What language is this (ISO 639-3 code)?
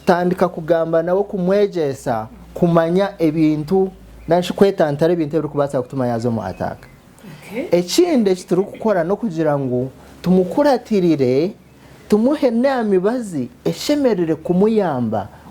nyn